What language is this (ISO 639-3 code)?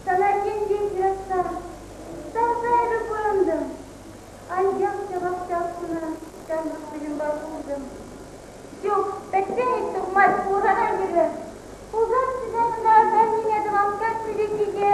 chv